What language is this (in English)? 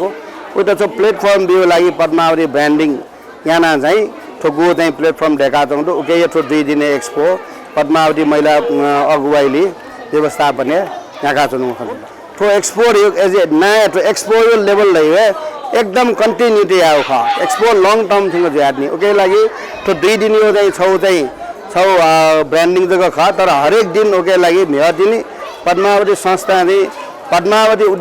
Newari